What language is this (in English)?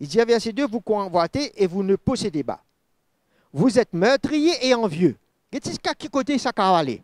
Morisyen